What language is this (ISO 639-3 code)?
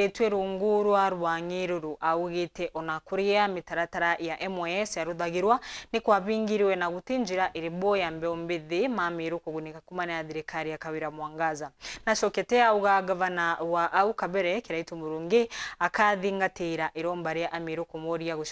mer